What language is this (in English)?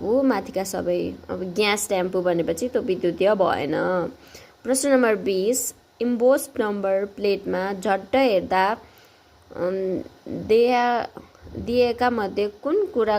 Nepali